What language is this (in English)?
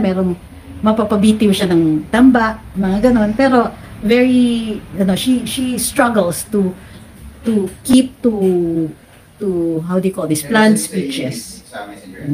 Filipino